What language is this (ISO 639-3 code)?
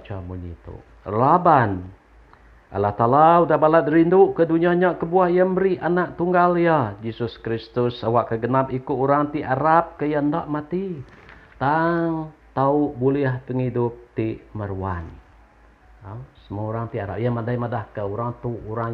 iba